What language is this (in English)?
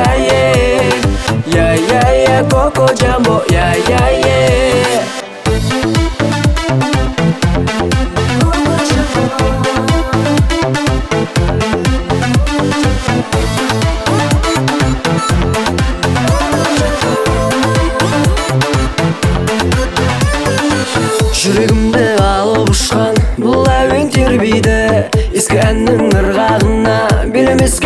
Kazakh